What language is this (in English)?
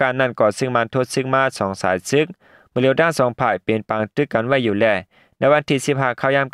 Shan